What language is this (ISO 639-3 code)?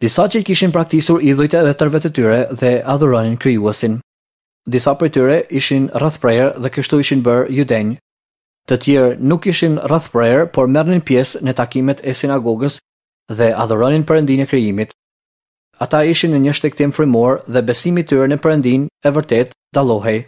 sqi